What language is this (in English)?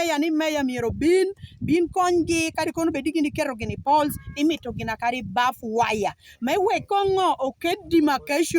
Lango (Uganda)